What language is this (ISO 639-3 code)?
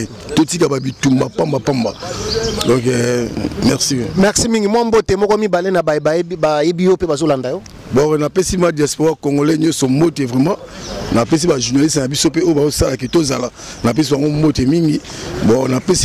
lin